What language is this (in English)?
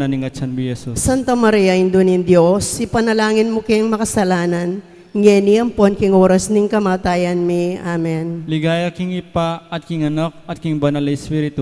Pampanga